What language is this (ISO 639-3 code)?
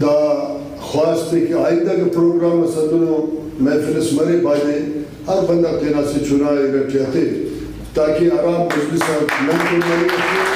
brh